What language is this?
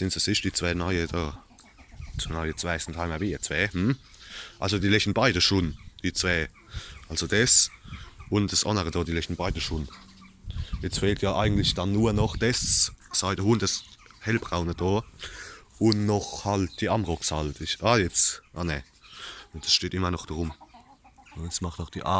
Palatine German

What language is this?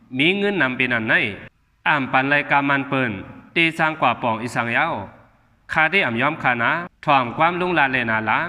Shan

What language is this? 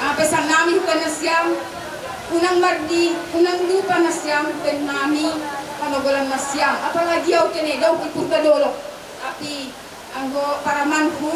Batak Simalungun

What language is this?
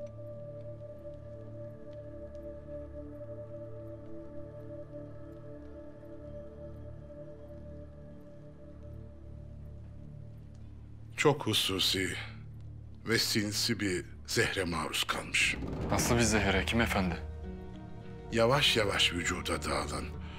Turkish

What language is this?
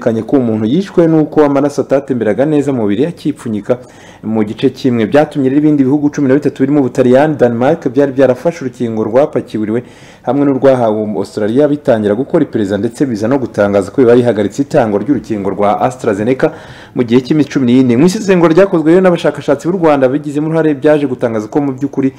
Kinyarwanda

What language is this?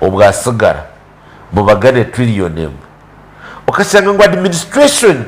Nyankole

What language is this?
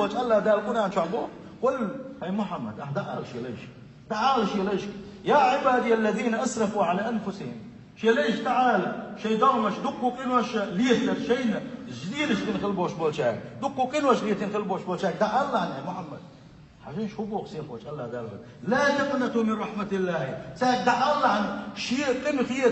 Chechen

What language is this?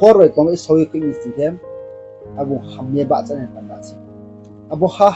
Riang (India)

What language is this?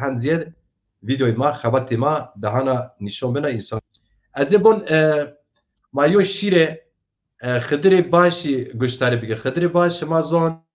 Zaza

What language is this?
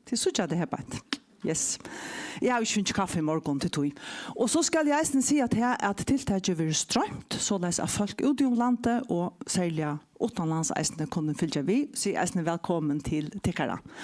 Faroese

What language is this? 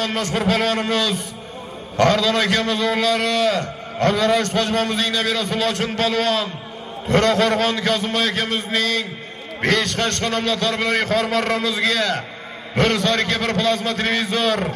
Uzbek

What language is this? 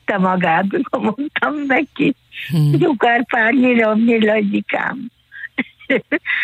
Hungarian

